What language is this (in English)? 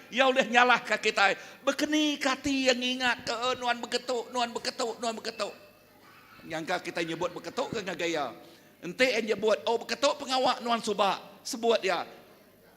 Iban